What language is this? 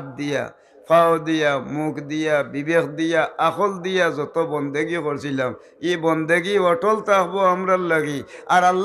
Sylheti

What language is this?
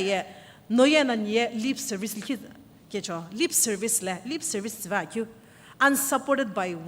Sumi Naga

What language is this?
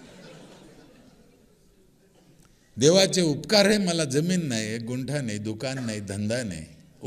Marathi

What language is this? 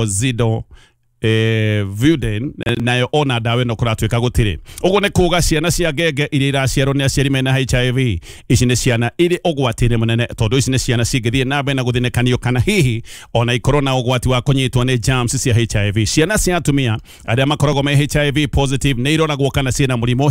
Kikuyu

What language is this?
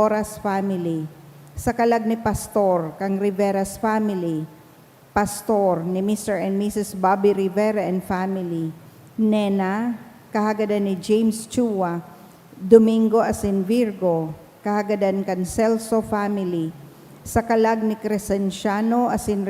Bikol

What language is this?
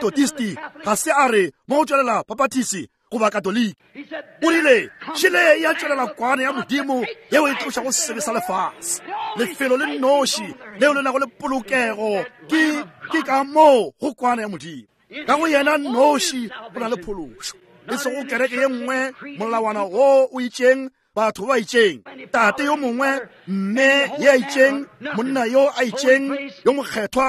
Northern Sotho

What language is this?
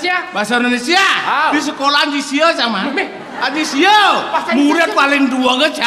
Balinese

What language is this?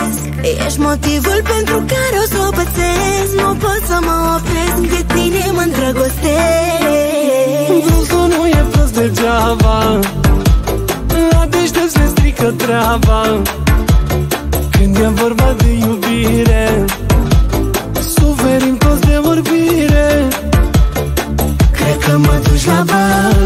Romanian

